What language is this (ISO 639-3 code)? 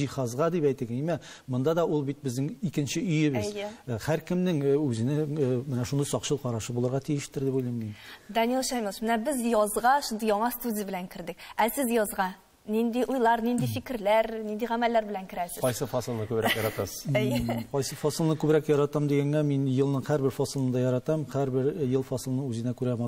tat